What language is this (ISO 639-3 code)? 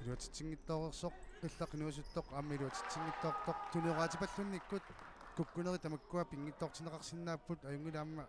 kal